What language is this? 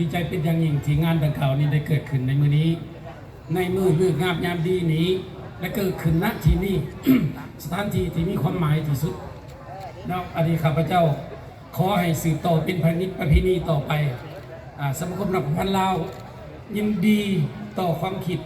Lao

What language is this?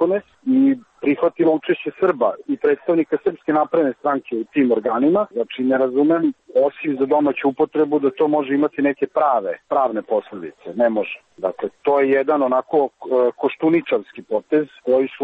Serbian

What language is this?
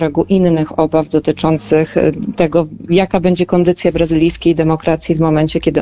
Polish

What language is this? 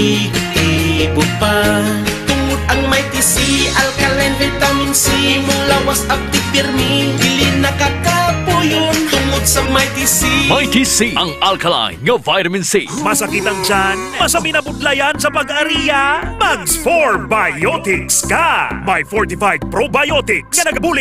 Hiligaynon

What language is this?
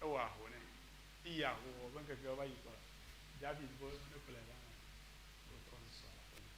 Ewe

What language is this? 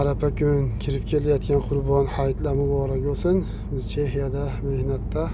Uzbek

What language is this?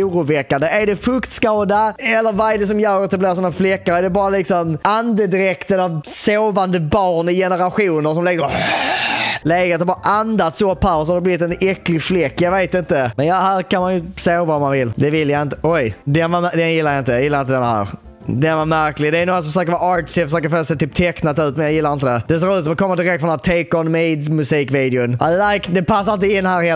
Swedish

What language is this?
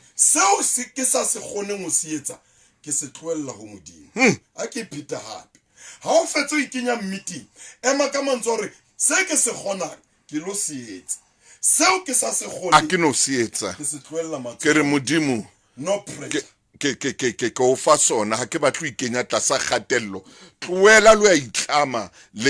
Southern Sotho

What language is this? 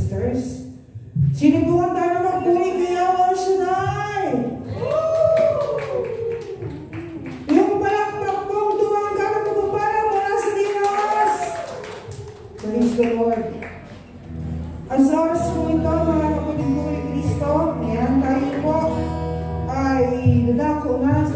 Filipino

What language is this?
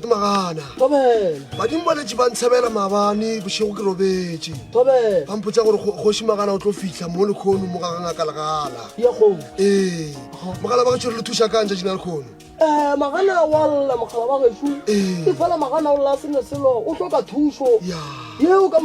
Northern Sotho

